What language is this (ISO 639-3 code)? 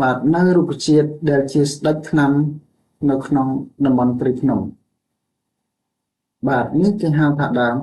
khm